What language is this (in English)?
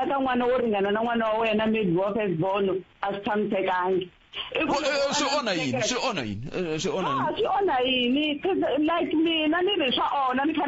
Tsonga